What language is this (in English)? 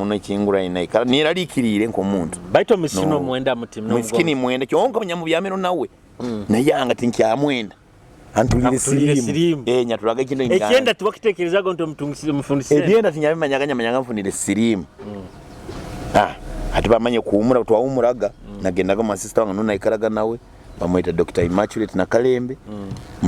Nyoro